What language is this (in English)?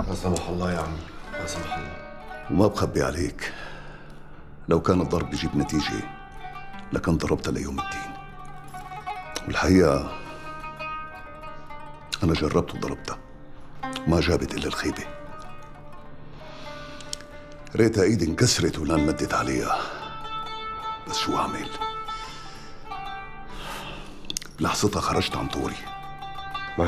North Levantine Arabic